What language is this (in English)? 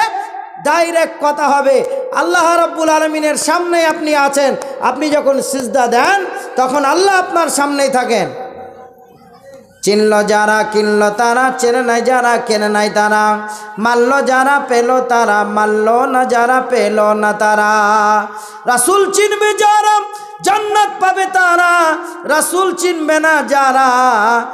Bangla